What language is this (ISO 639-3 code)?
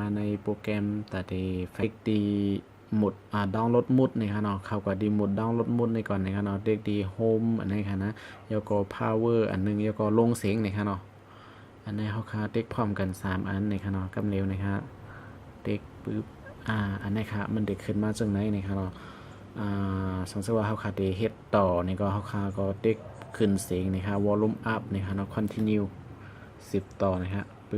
shn